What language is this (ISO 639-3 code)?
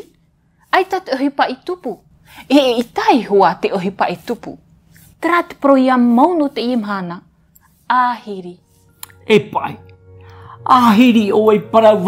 tah